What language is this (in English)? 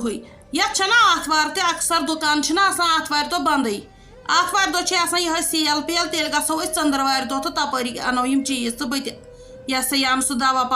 Kashmiri